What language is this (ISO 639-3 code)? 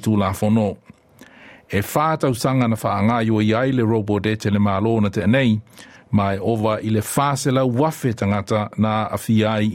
smo